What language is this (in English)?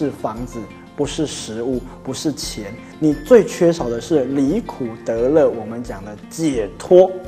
Chinese